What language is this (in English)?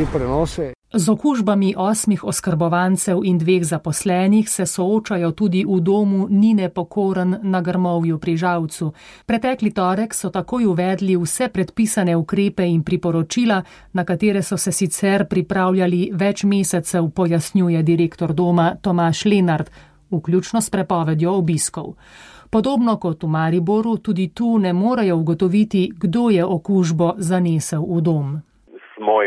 Slovenian